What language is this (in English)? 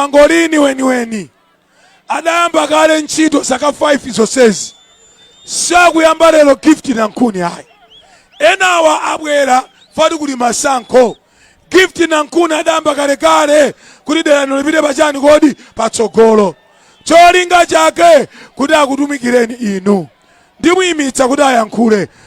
Nyanja